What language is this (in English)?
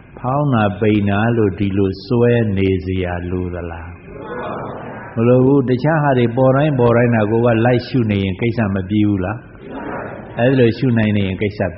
Burmese